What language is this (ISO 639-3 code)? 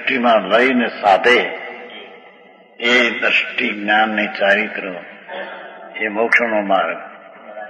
guj